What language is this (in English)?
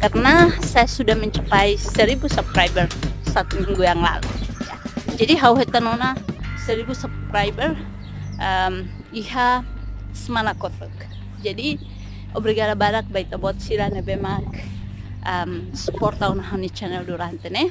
Tetum